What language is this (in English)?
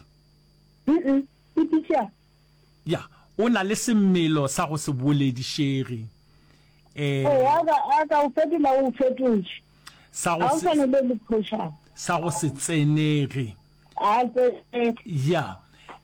Northern Sotho